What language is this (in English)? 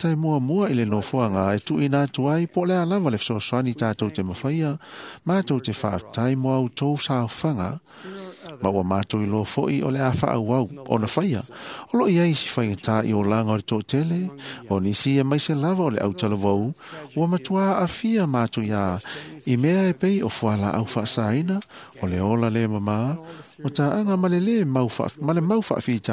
Samoan